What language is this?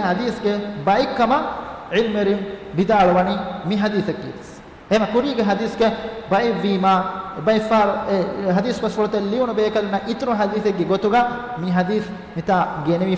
Divehi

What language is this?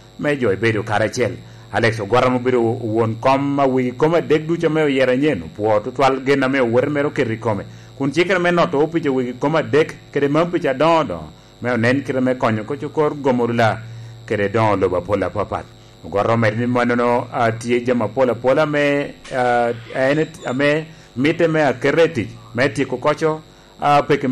Lango (Uganda)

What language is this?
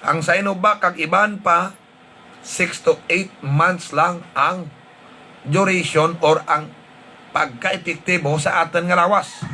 Hiligaynon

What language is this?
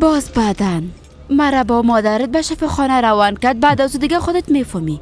Persian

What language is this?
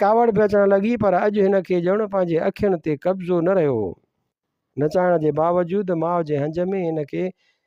Sindhi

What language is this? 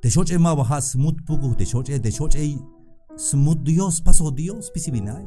Tzeltal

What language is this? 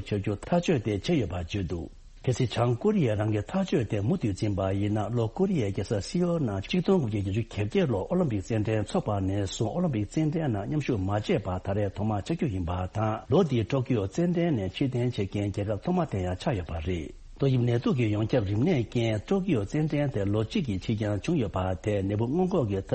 Tibetan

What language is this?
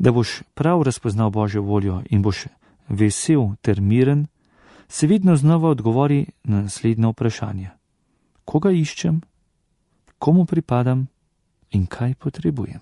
Slovenian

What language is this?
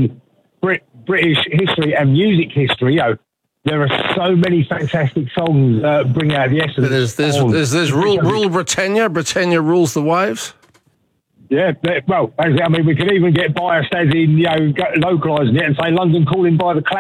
English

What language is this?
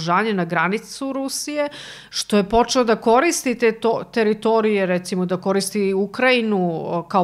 Serbian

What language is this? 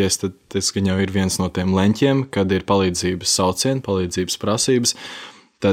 Latvian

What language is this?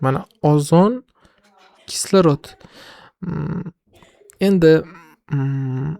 Uzbek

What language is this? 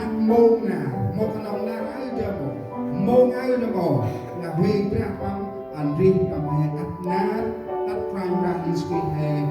Central Mnong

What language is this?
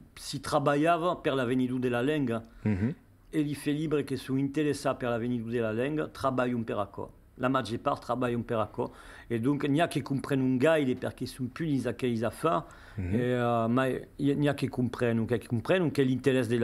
Occitan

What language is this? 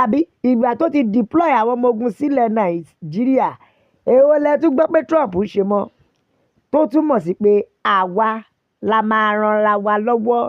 Yoruba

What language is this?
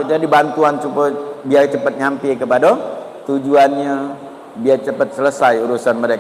Musi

